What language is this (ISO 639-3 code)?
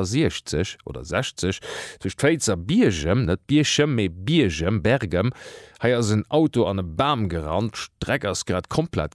ltz